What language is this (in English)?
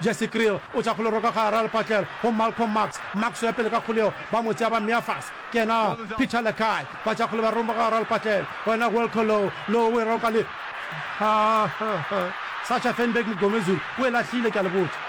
Northern Sotho